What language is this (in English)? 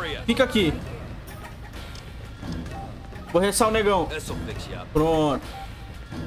Portuguese